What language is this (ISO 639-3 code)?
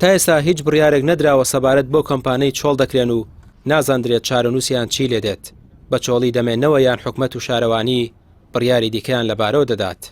ckb